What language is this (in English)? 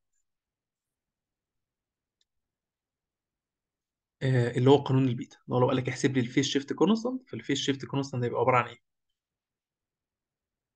Egyptian Arabic